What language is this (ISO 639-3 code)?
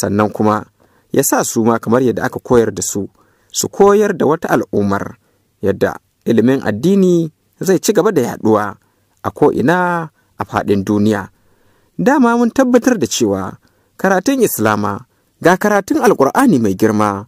hau